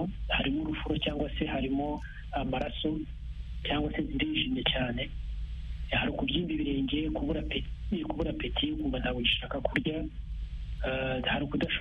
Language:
Kinyarwanda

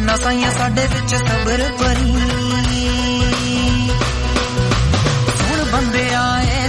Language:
Punjabi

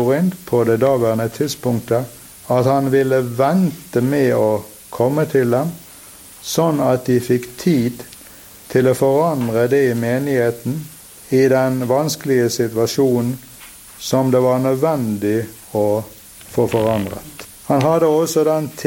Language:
Norwegian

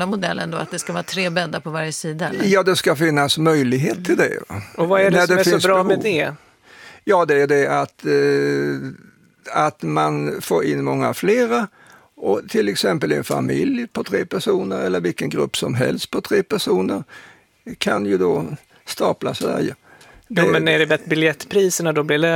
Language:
Swedish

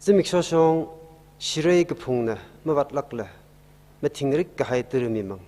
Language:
Tangkhul Naga (India)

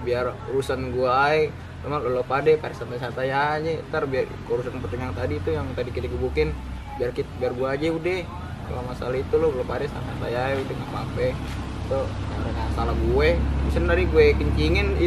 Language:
Betawi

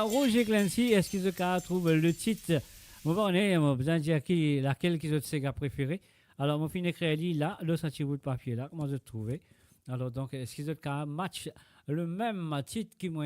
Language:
Morisyen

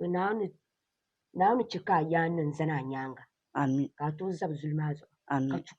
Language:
Dagbani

